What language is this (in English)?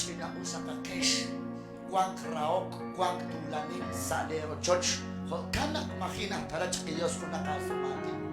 Kekchí